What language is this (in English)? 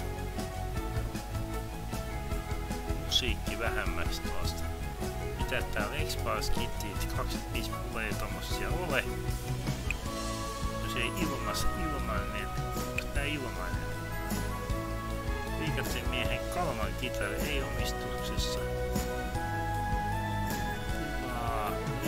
Finnish